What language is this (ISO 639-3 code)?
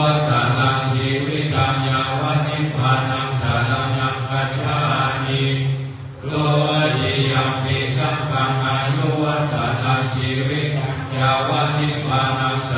pli